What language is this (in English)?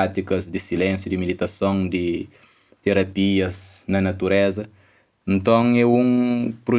Kabuverdianu